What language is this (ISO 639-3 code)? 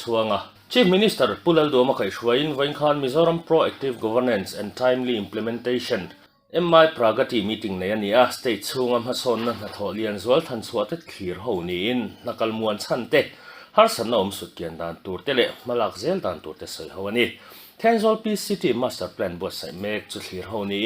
lus